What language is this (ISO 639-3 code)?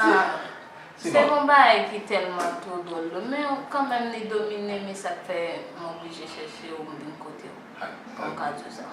hat